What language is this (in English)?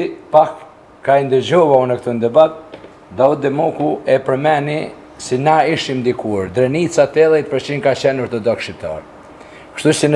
Albanian